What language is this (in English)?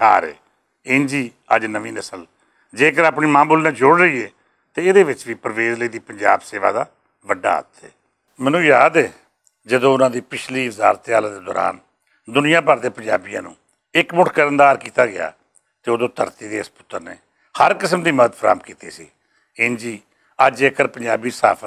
Western Panjabi